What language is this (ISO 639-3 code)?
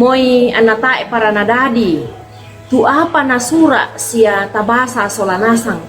sda